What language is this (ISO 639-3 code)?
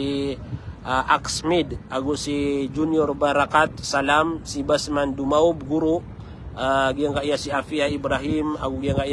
mrw